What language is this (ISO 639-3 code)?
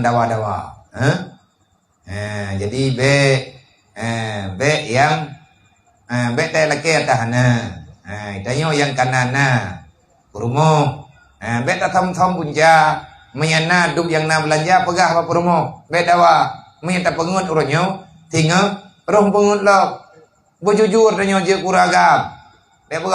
ace